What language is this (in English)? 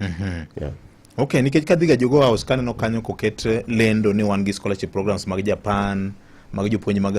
Luo (Kenya and Tanzania)